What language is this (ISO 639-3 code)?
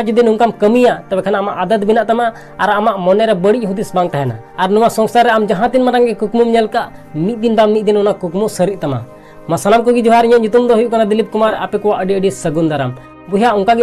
sat